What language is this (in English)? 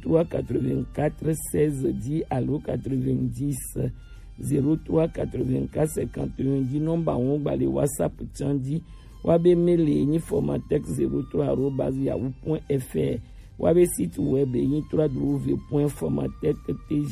Gen